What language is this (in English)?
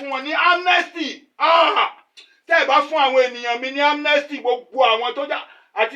Yoruba